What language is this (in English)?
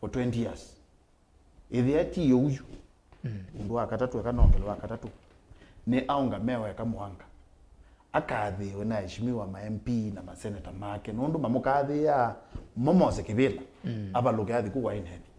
Kamba